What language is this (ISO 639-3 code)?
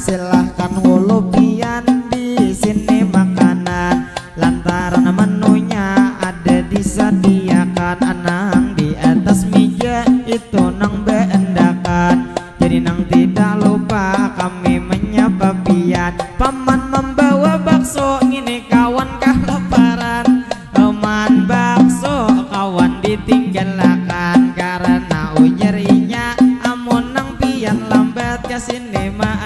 bjn